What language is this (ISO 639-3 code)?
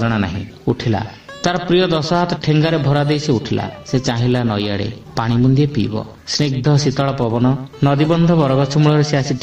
ori